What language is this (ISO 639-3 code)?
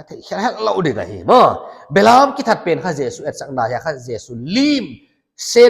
pck